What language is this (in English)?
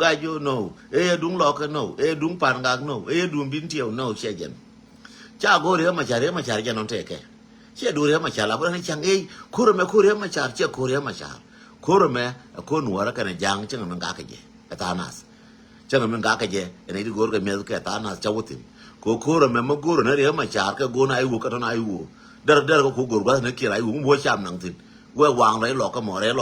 Nuer